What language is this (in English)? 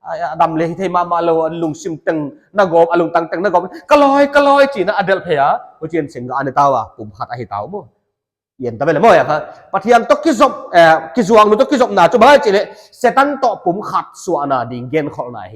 Paite Chin